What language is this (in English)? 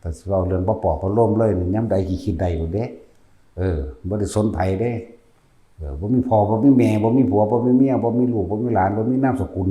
Northeastern Thai